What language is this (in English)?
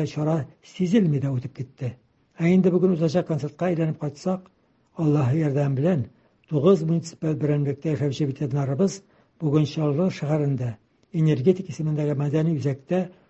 Tatar